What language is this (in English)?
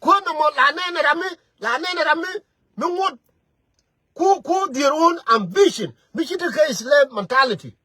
Nuer